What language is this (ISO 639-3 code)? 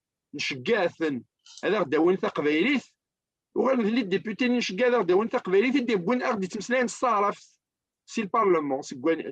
kab